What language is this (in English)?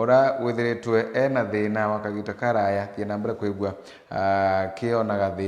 Meru